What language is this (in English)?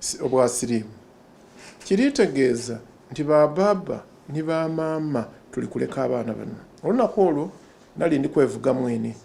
Soga